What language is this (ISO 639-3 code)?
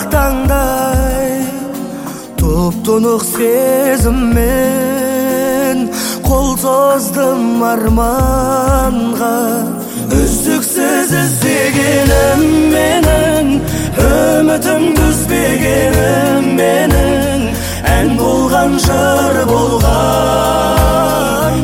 kaz